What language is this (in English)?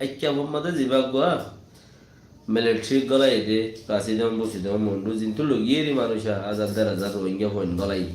Rohingya